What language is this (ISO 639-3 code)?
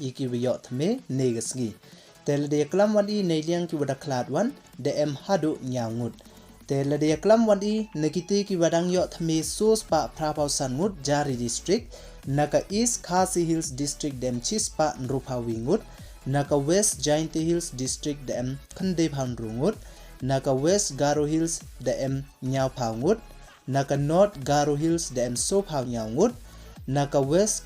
pbv